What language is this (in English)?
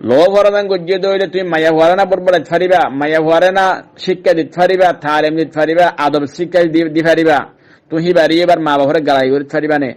Rohingya